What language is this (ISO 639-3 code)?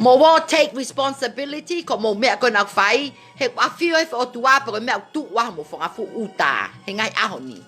ton